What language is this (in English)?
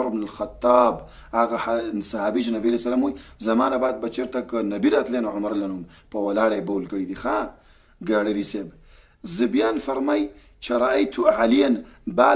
Pashto